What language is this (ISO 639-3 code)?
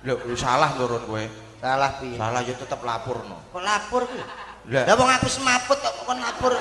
jav